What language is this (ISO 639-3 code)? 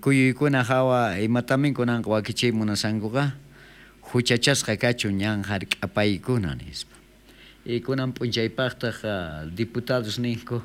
quh